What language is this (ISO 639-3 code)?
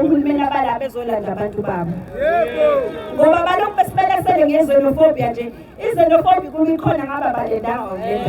zul